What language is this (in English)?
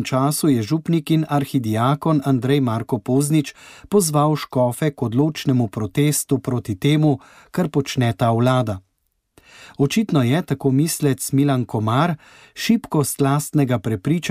Slovenian